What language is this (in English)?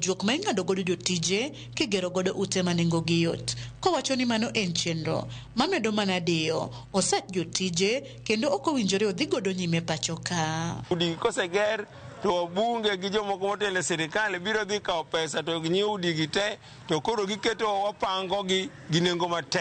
Luo (Kenya and Tanzania)